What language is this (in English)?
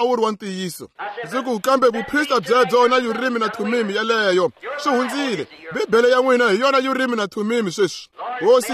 Tsonga